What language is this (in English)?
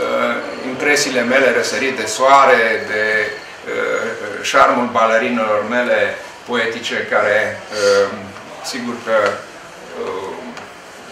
Romanian